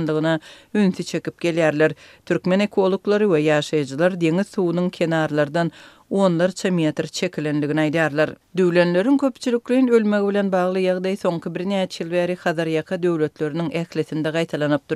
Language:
Turkmen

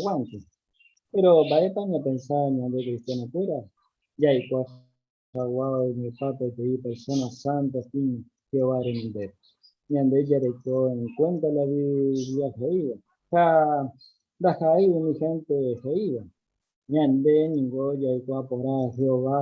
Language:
Guarani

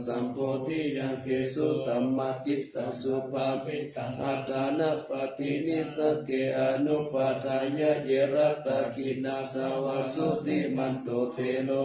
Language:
Pali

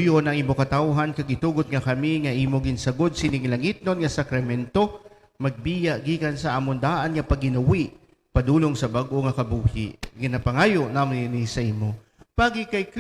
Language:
Hiligaynon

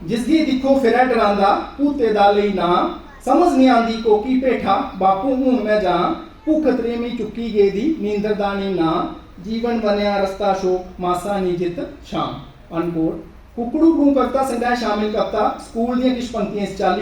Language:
Dogri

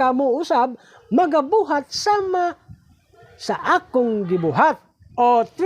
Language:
Cebuano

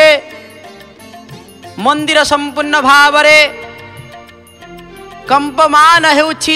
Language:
Odia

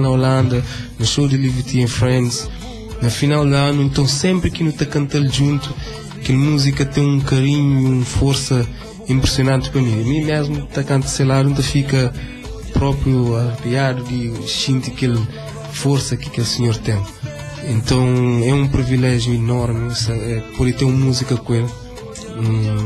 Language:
Kabuverdianu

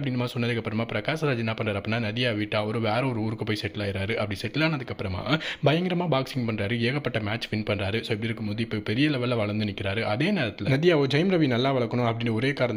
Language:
Tamil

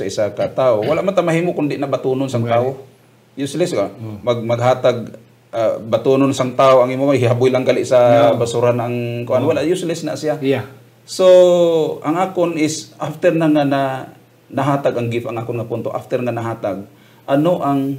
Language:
Hiligaynon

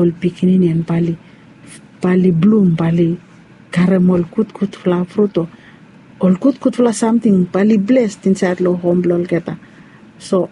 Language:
Bislama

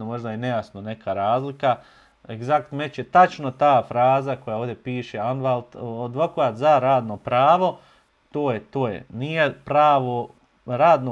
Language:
Bosnian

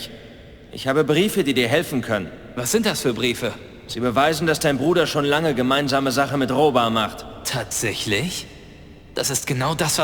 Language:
Bavarian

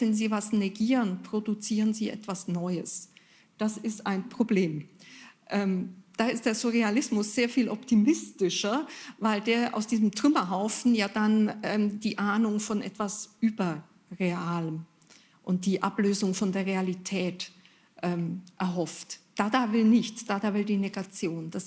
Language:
German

